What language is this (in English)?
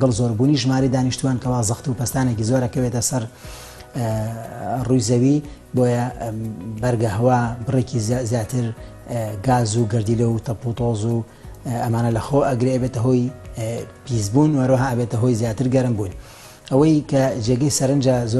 Central Kurdish